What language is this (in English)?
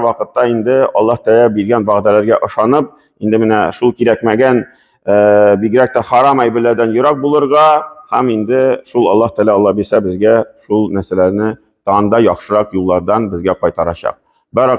Tatar